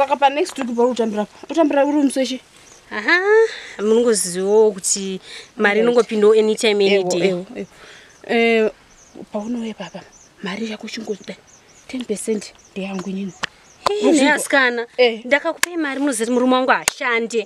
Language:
Shona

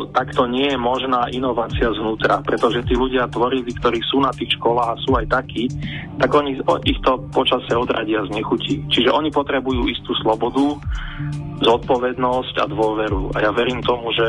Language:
Slovak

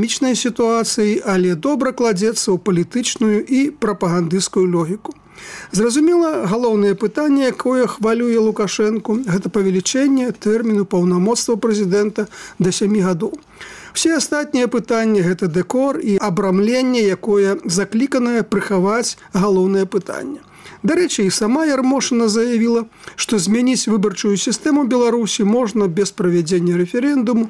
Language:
Belarusian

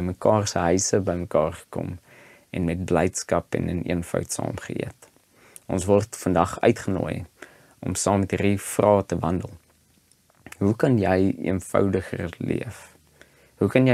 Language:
Afrikaans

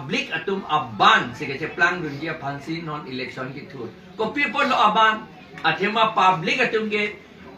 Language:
Karbi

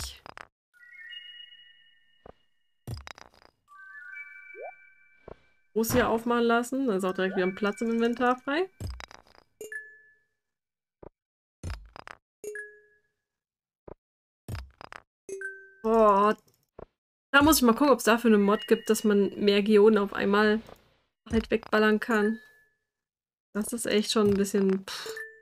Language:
German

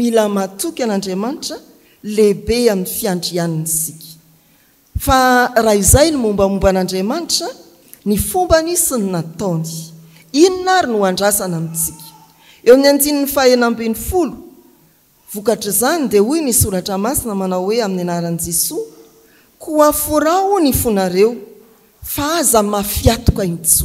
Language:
Malagasy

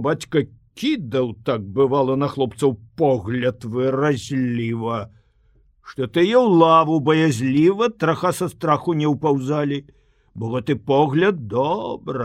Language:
Belarusian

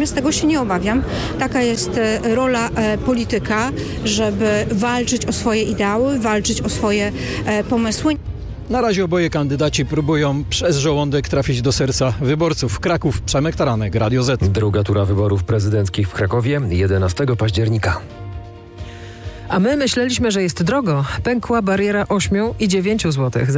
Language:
Polish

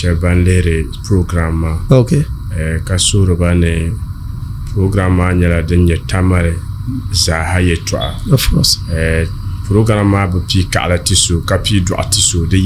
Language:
Dagbani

